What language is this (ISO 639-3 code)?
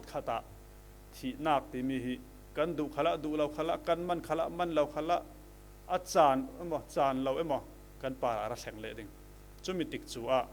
cfm